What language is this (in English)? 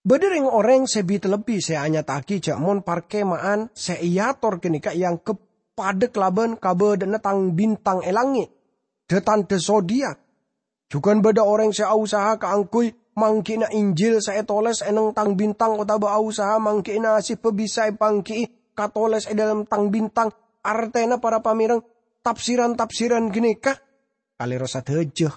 Madurese